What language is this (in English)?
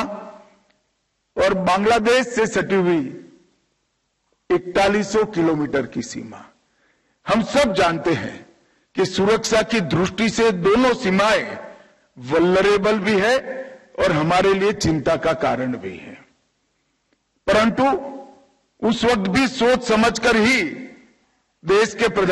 Hindi